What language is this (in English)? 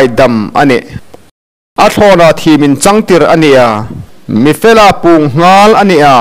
Hmar